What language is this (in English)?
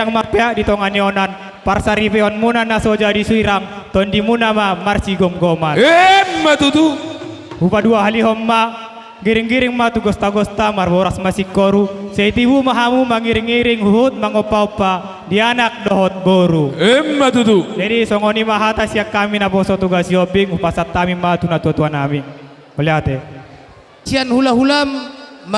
Batak Toba